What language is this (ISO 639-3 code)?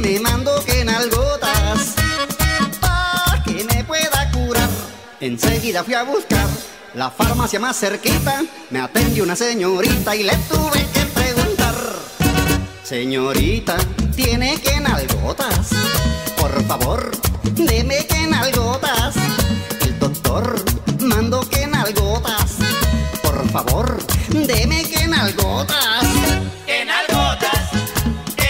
spa